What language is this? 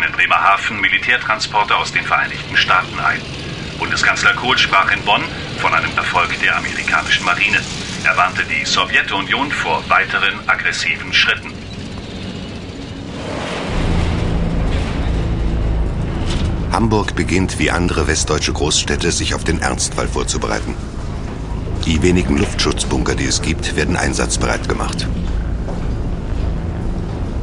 German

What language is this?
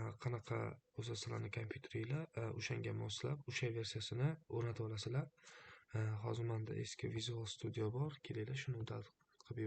Uzbek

